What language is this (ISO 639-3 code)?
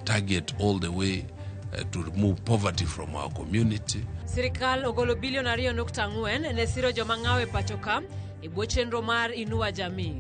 luo